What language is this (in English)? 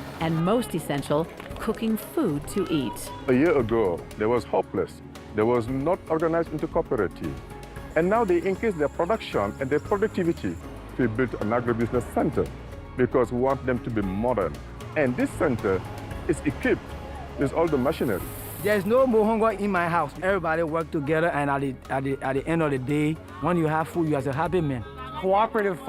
Tahitian